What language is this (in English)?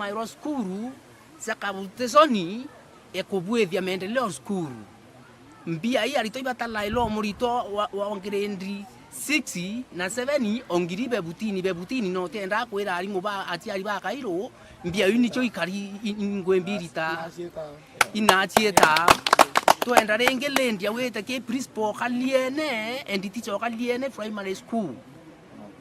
Meru